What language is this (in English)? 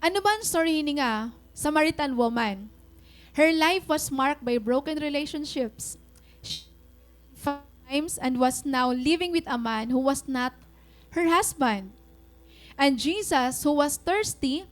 Waray